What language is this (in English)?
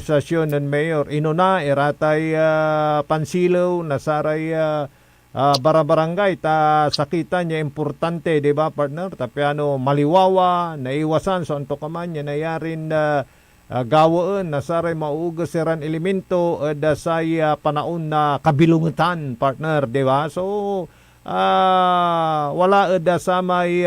Pangasinan